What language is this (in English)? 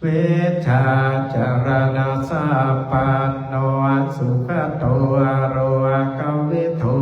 Pali